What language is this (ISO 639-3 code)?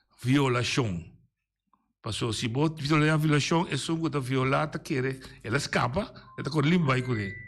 pap